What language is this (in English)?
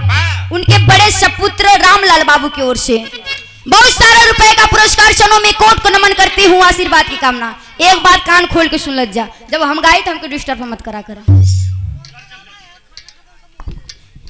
Bhojpuri